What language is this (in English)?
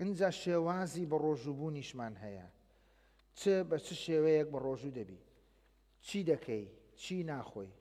Central Kurdish